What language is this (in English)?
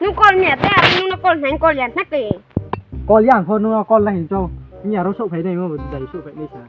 Riang (India)